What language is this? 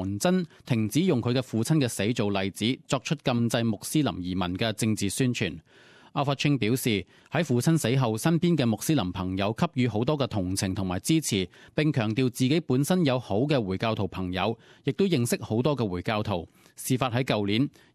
Cantonese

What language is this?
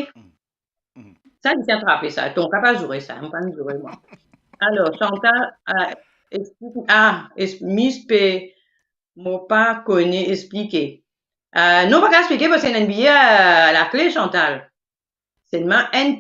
Morisyen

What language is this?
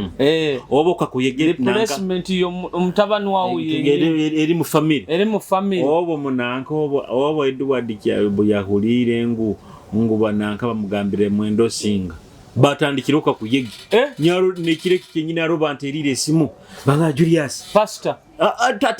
Nyoro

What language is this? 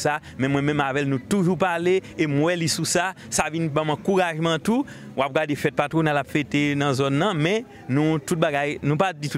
Haitian Creole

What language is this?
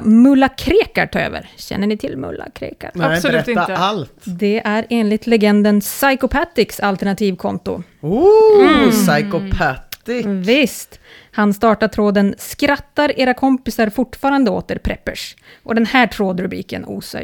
Swedish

